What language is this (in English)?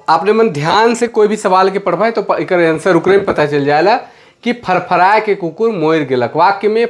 Sadri